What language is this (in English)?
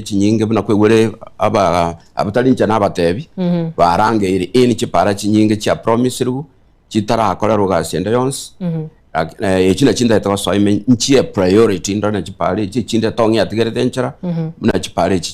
Gusii